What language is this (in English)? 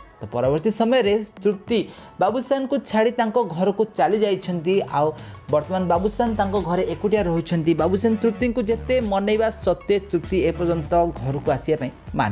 Odia